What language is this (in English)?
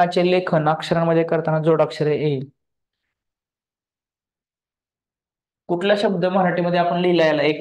Marathi